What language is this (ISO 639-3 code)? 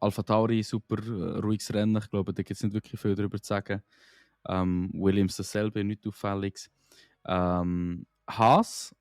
gsw